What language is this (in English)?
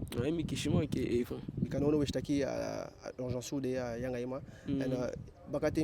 Eastern Maroon Creole